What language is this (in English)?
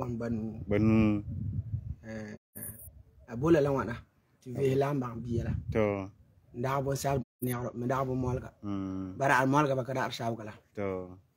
Frafra